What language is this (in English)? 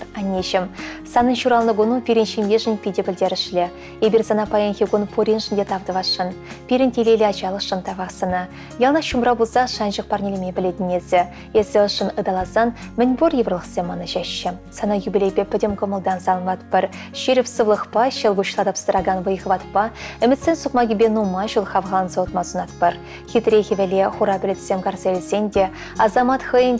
Chuvash